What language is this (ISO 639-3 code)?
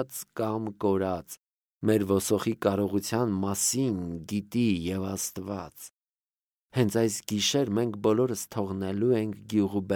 hye